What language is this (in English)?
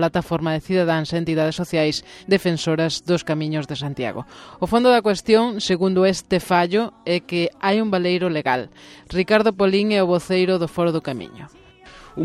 Galician